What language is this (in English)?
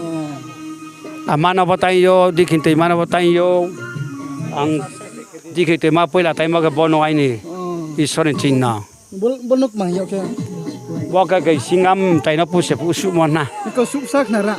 Riang (India)